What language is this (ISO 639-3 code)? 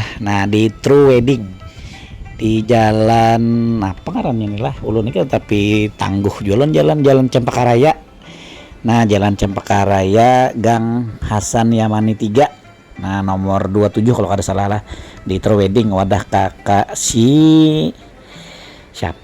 bjn